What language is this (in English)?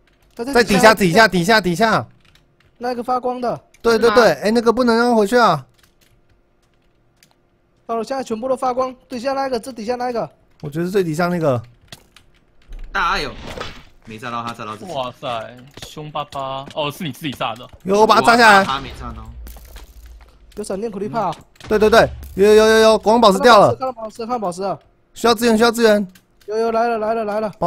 Chinese